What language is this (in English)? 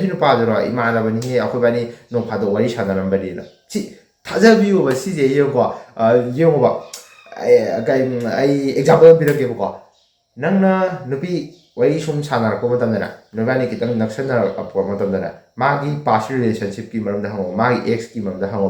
Manipuri